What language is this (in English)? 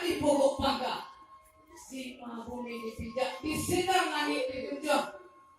Minangkabau